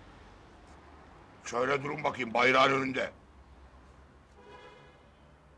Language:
Turkish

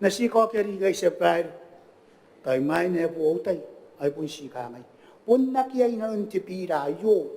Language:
Gilbertese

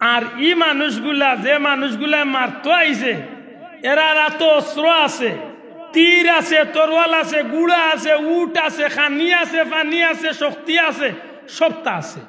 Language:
Sylheti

